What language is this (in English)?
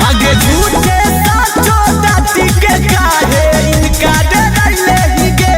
Magahi